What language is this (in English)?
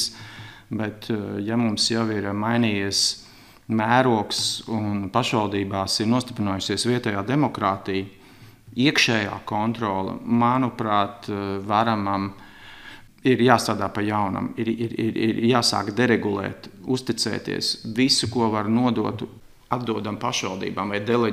Latvian